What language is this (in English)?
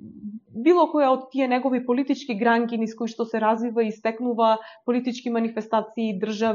Macedonian